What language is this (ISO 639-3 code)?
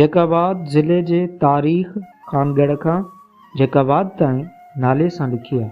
snd